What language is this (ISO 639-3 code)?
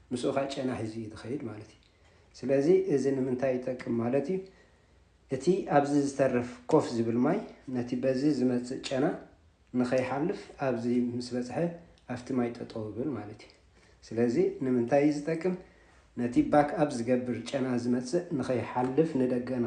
tir